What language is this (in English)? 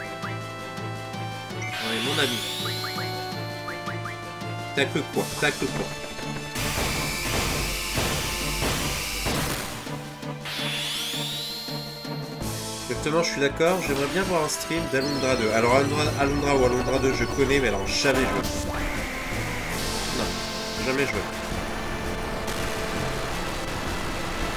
French